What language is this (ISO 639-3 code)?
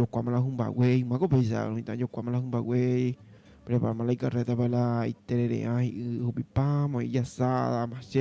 grn